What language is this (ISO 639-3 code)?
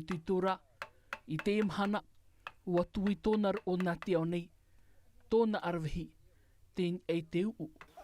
tah